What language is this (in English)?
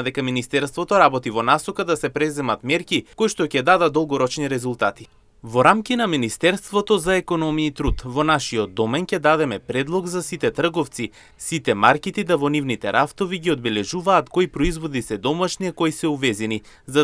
Macedonian